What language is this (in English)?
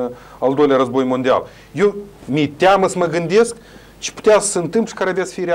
Romanian